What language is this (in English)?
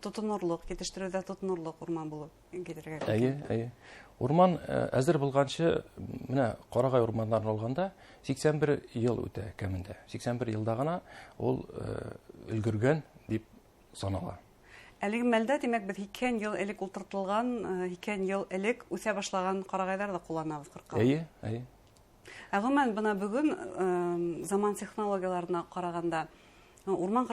Bashkir